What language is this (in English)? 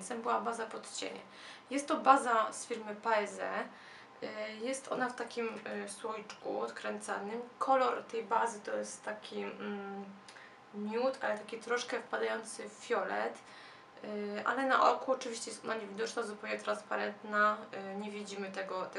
Polish